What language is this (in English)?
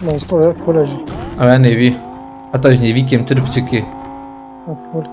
Kurdish